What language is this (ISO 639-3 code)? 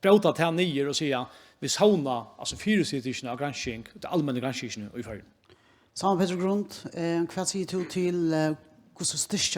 fao